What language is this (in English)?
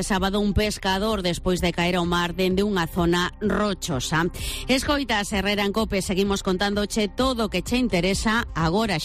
Galician